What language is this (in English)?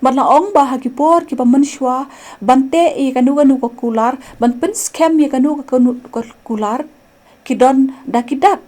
Khasi